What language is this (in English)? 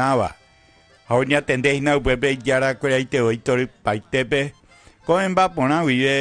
Guarani